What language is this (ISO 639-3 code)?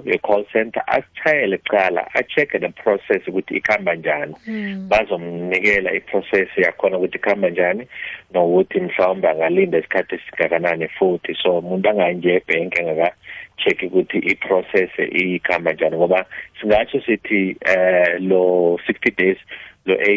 nbl